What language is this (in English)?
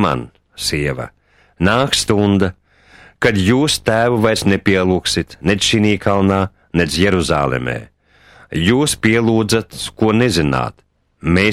Latvian